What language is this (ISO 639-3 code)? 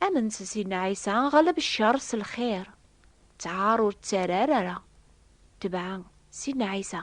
kab